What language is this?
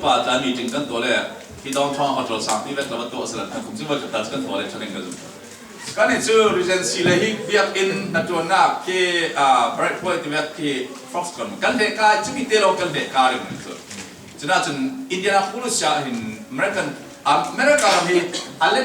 Falam Chin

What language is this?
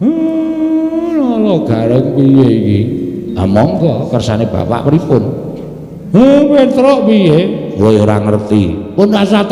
Javanese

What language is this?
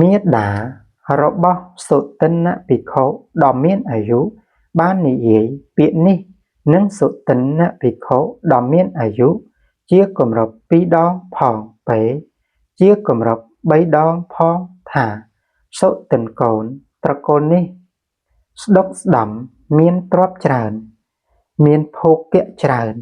Khmer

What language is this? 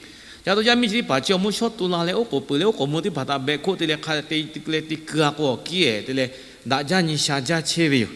Lahu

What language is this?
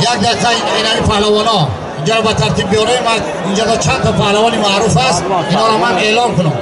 Tajik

